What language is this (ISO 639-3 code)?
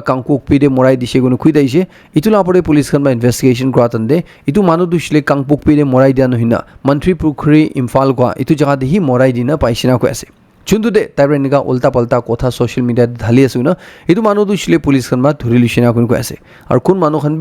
nag